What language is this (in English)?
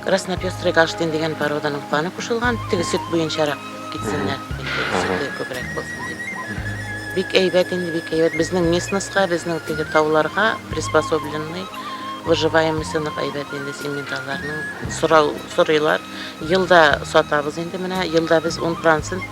Bashkir